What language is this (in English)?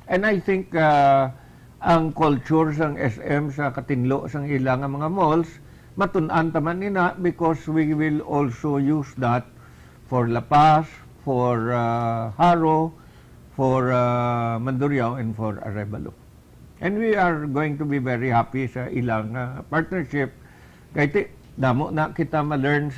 Hiligaynon